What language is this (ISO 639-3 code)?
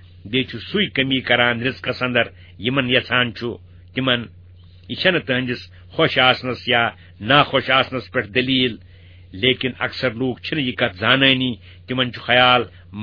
kas